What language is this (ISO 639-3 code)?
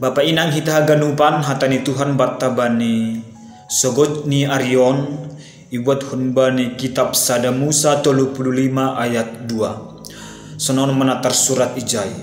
bts